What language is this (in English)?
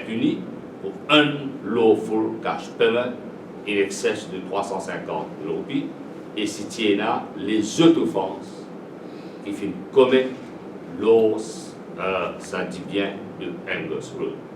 Morisyen